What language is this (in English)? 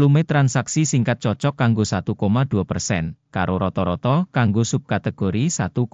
Javanese